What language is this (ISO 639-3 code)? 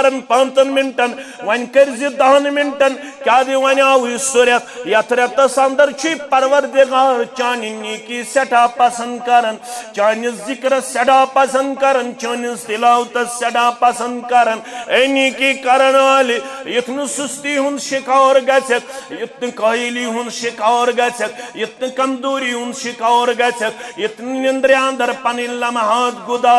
kas